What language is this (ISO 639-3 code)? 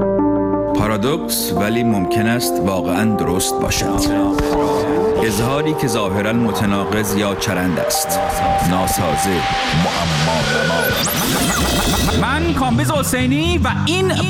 fas